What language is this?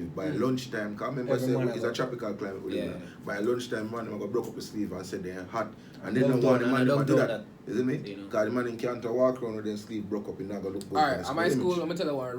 Jamaican Creole English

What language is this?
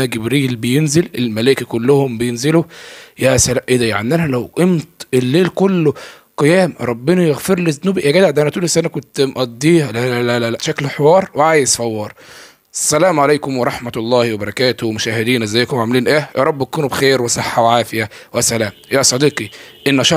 Egyptian Arabic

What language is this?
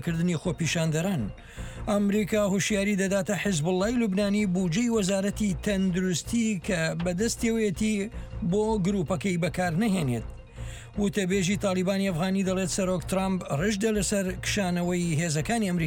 Central Kurdish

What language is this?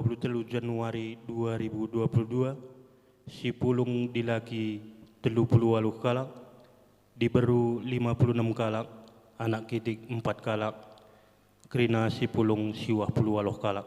Batak Karo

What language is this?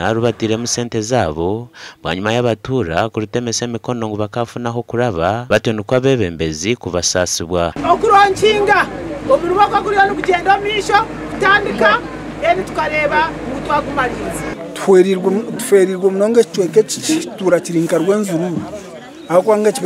Nyankole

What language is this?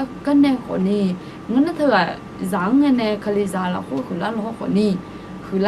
Akha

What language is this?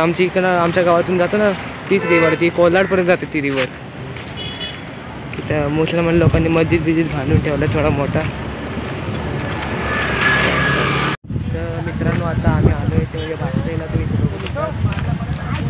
Marathi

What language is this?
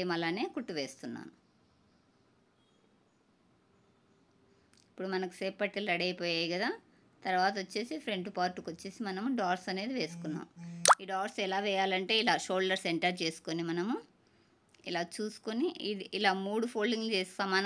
Telugu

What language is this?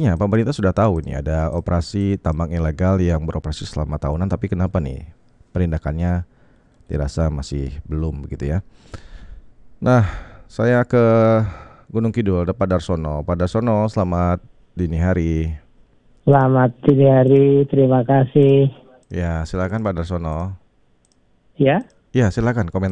Indonesian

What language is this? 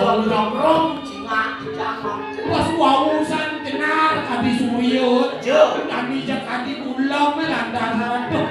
Balinese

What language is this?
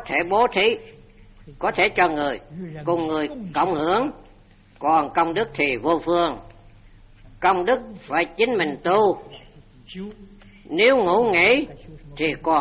Vietnamese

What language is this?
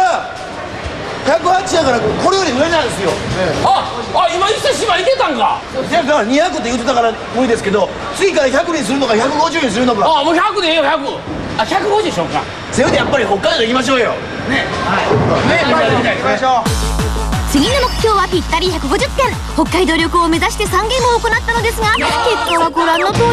Japanese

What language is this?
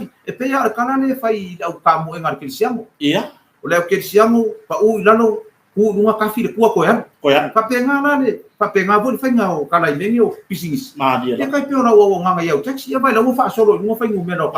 Samoan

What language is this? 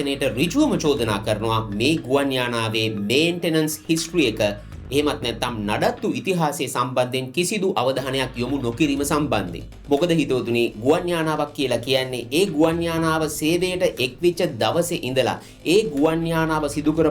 Sinhala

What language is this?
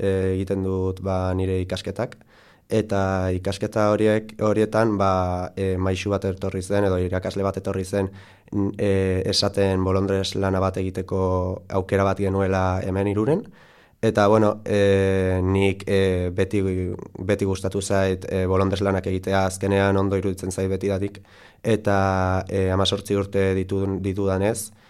Basque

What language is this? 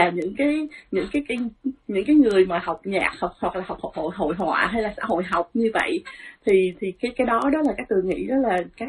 Vietnamese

